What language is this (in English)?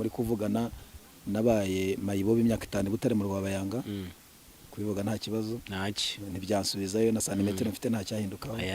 Kinyarwanda